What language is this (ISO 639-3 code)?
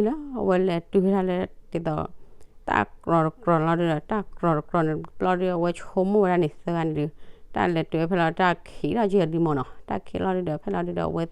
ksw